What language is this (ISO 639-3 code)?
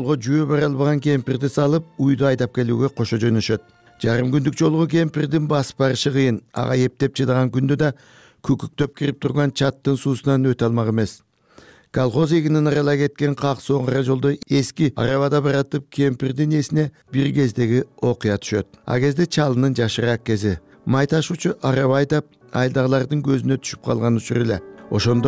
kir